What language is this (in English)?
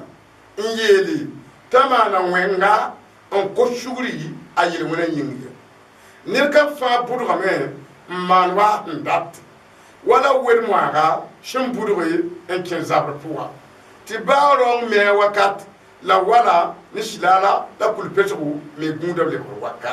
Mossi